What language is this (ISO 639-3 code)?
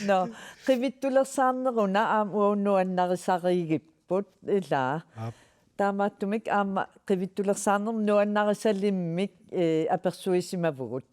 kal